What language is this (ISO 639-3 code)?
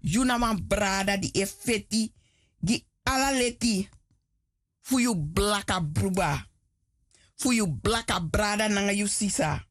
srn